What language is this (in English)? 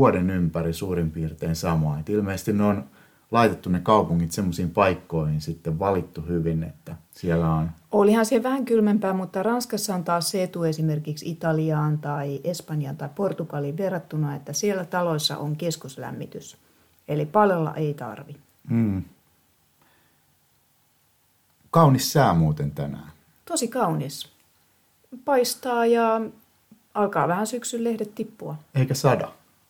Finnish